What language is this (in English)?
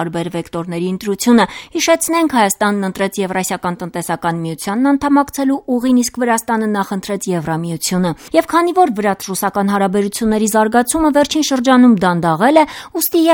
Armenian